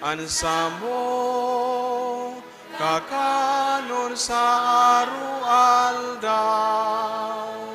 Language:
Bikol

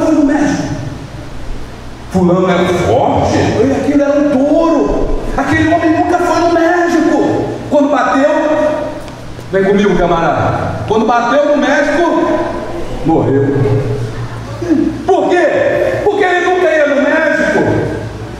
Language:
Portuguese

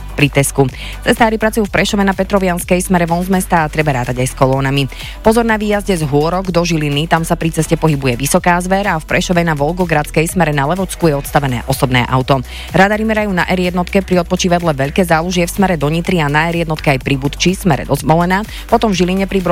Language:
Slovak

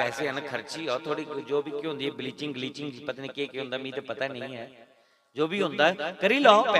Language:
Dogri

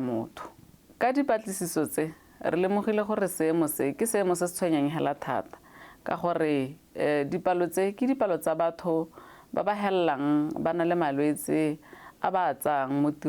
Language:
Tswana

